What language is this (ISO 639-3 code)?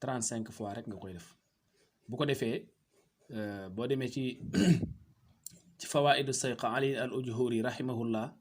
wol